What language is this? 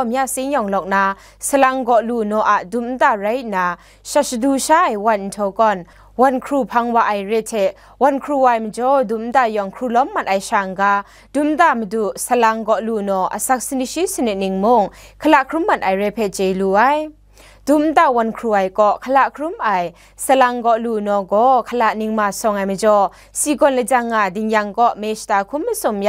Kachin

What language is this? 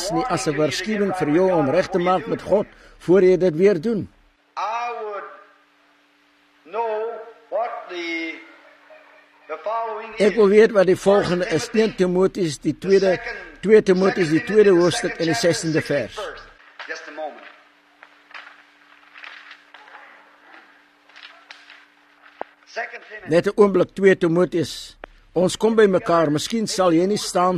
Afrikaans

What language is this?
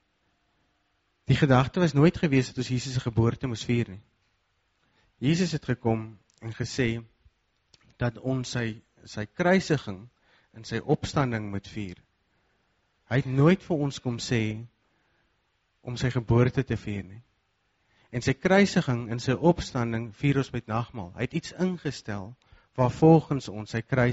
Afrikaans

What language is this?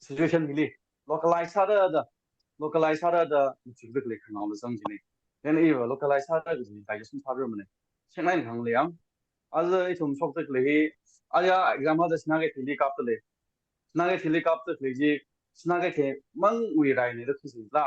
Tangkhul Naga (India)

